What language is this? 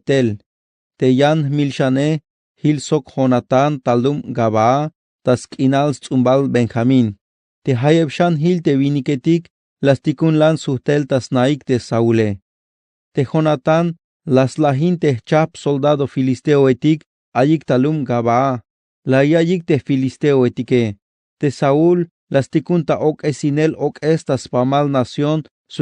Tzeltal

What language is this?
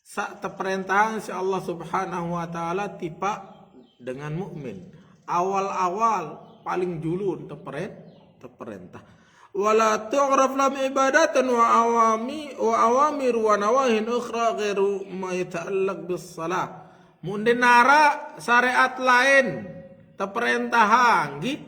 Sasak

